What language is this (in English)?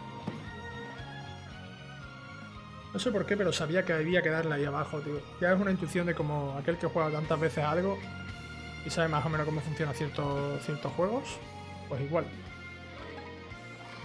Spanish